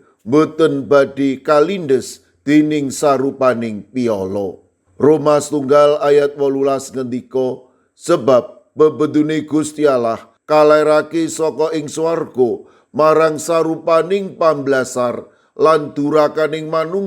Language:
Javanese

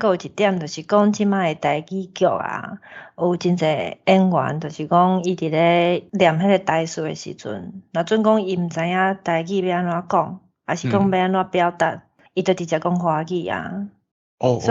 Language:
Min Nan Chinese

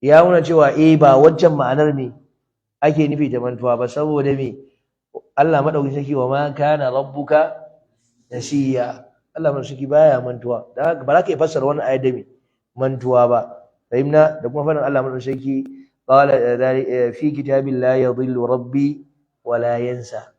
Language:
Hausa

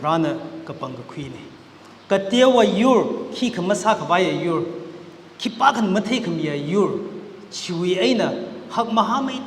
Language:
Tangkhul Naga (India)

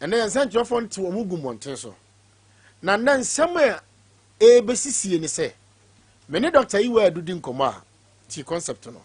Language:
Akan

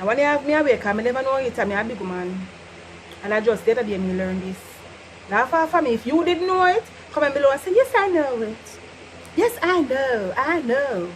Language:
Jamaican Creole English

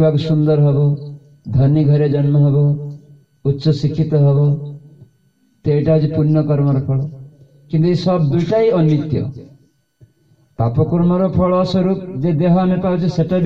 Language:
Odia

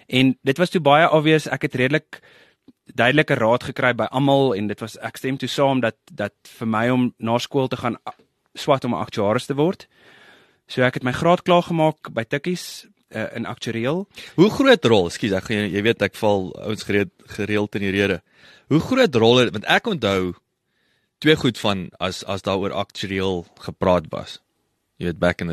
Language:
Afrikaans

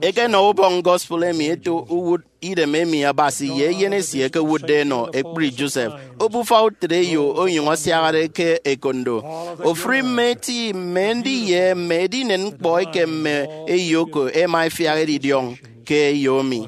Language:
Efik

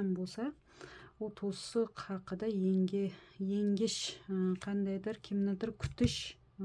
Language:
Uzbek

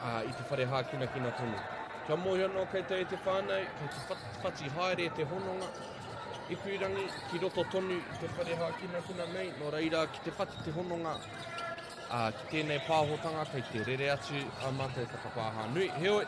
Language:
Māori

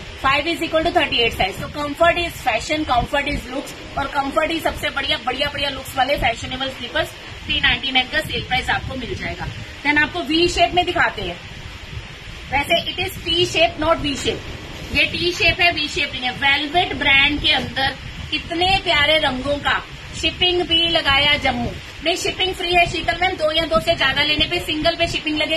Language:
Hindi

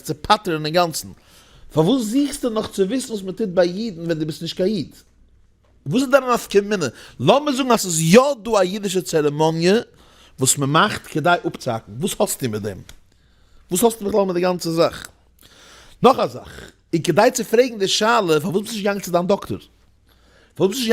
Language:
Yiddish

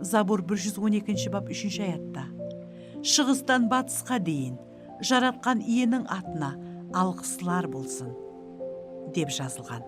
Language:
Kara-Kalpak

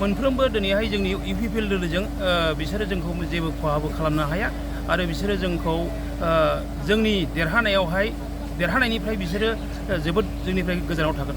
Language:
Bodo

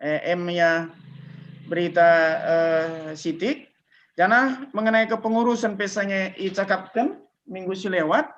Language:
Batak Karo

